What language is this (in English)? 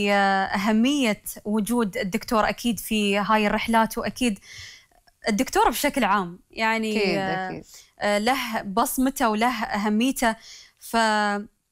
Gulf Arabic